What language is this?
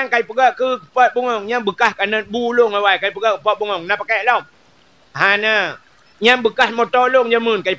Achinese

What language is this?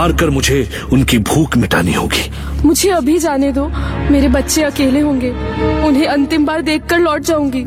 Hindi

